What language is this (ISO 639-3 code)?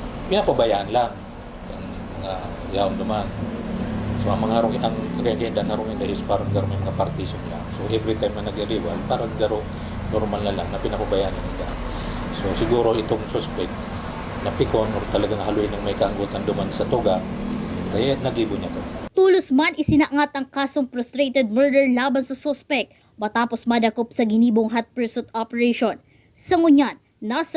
bik